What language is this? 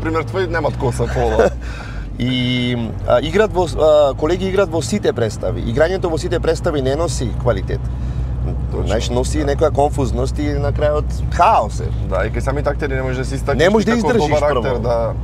Macedonian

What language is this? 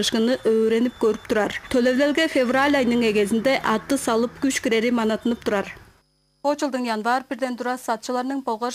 Tuvinian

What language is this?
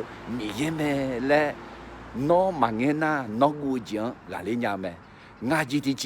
Akha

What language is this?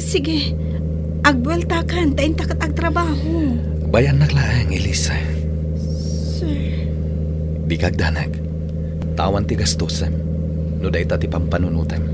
Iloko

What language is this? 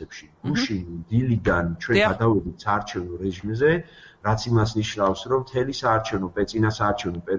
Georgian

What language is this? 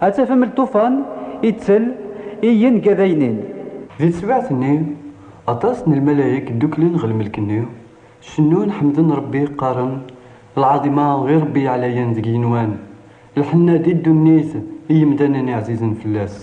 Kabyle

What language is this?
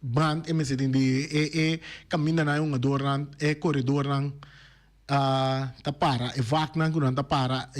Papiamento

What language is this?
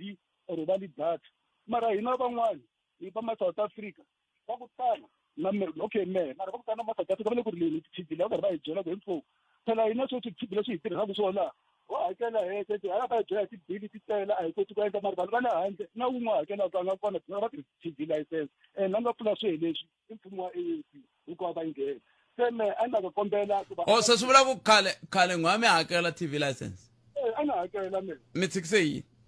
Tsonga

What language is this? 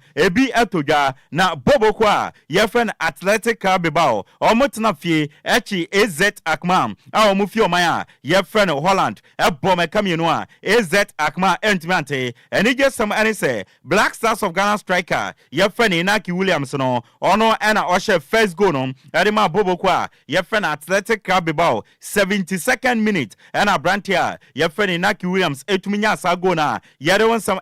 Akan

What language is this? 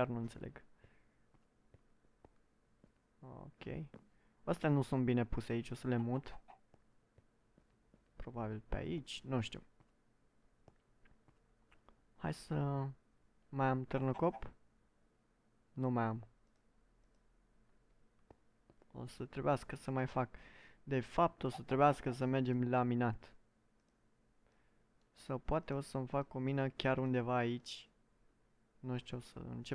Romanian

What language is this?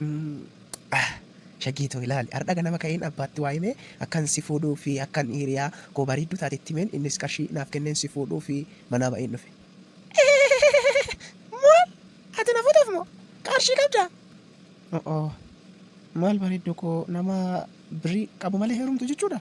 Oromo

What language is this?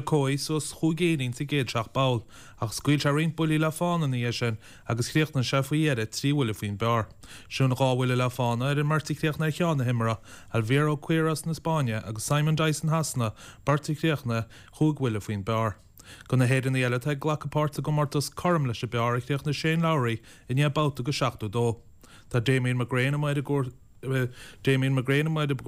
Irish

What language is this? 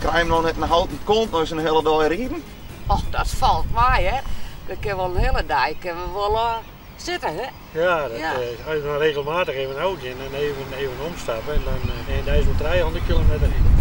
Western Frisian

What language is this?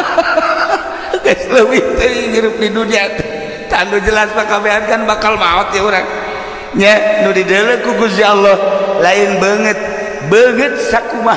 Sundanese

